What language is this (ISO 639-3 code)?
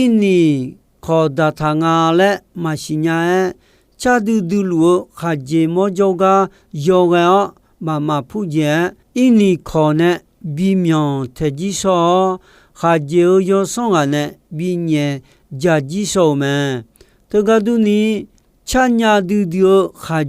ahk